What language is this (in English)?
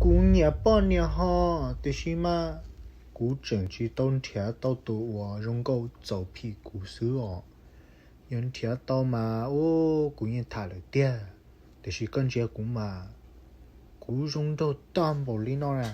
Hmong